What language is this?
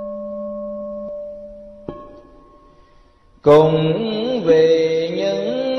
Vietnamese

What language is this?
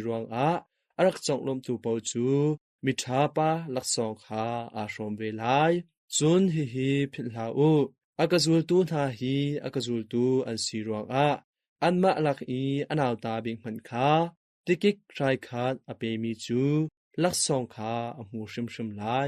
Hakha Chin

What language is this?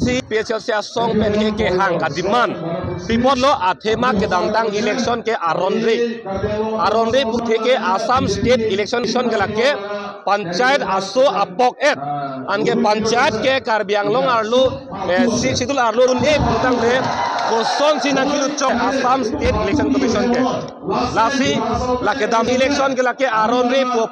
Karbi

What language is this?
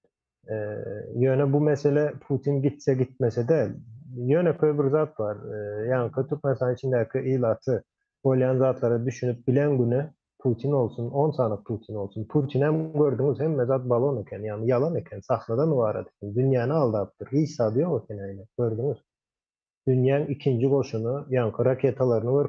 Turkmen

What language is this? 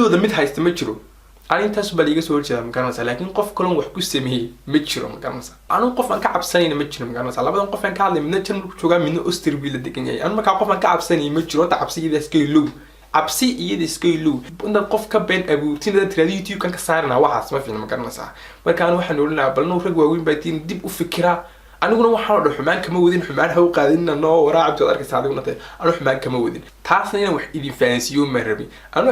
Somali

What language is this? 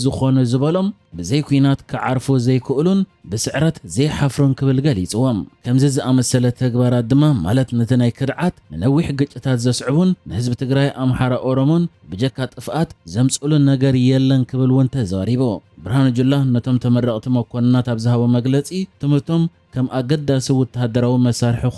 Tigrinya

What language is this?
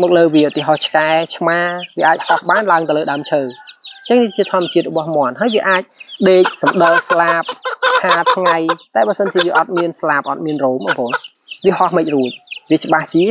Khmer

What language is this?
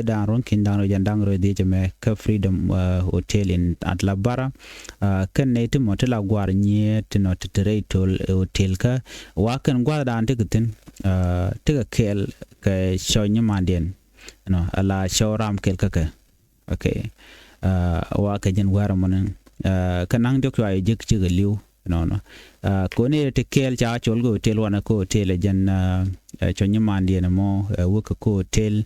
Nuer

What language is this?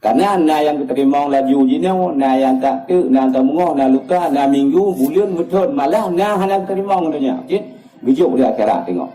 Achinese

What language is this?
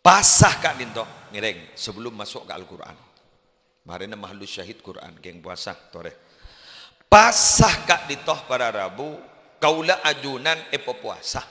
Madurese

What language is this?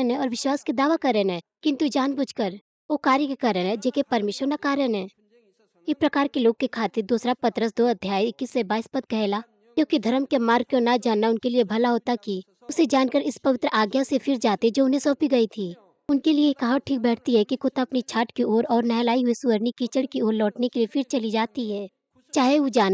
Bhojpuri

